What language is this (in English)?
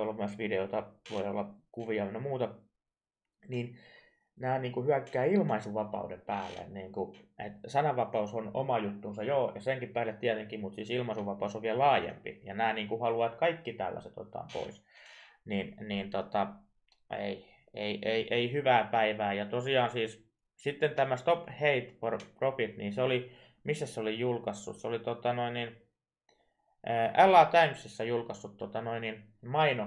Finnish